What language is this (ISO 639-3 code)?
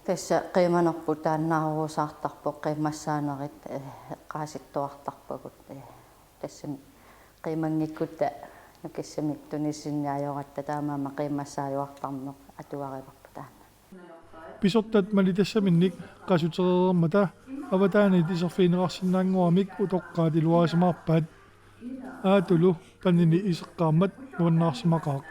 kal